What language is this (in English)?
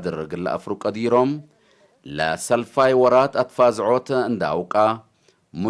Tigre